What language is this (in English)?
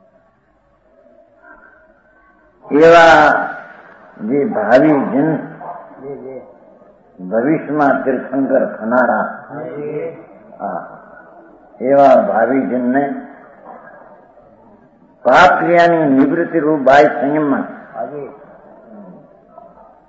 Gujarati